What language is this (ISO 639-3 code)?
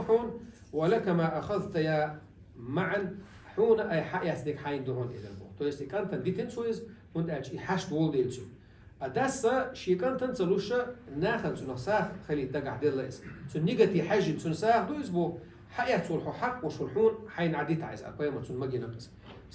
che